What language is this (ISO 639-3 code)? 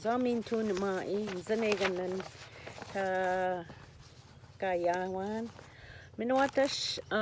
oji